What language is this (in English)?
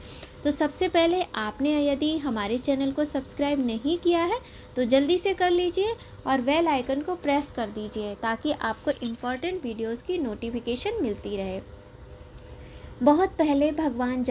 Hindi